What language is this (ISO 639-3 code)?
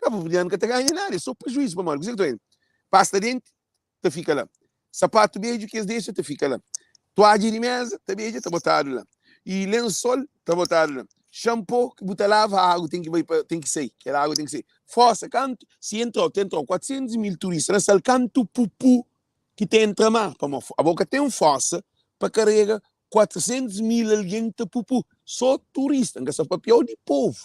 kea